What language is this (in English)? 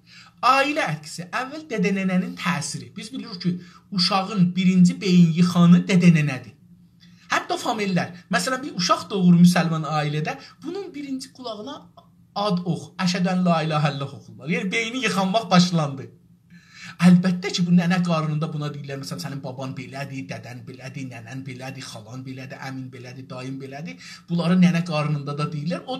South Azerbaijani